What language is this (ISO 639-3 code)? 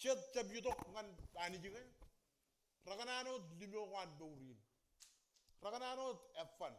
mah